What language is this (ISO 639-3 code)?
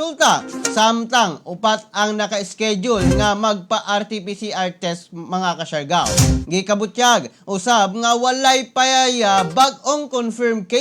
ceb